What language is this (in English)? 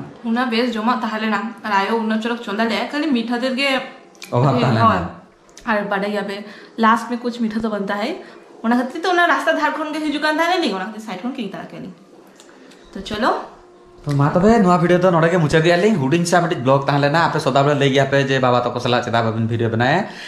Santali